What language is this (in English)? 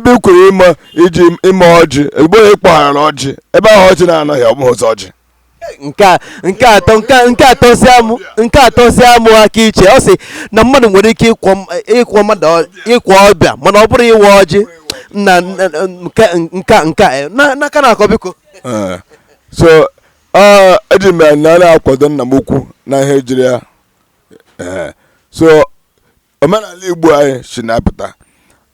Igbo